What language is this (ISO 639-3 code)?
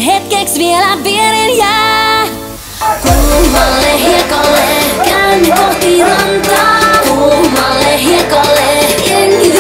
fin